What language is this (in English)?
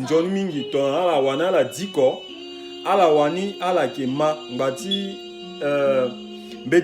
Sango